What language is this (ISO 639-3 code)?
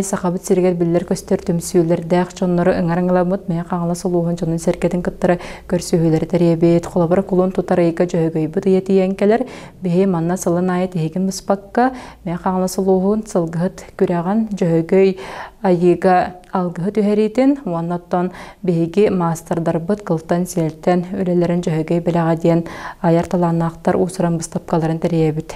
sah